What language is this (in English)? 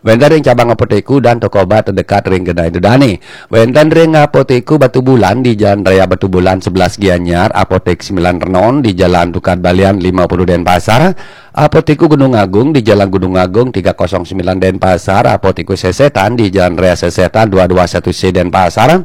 Balinese